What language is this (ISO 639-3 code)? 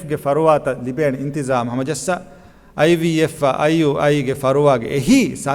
div